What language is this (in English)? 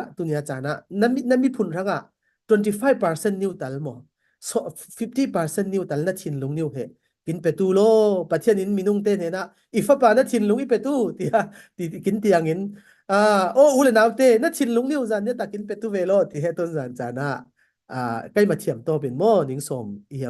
Falam Chin